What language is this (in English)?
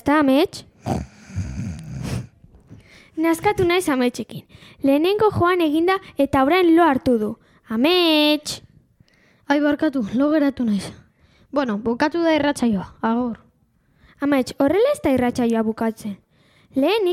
Basque